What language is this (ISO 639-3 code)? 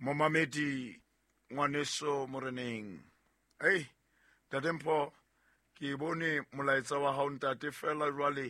sot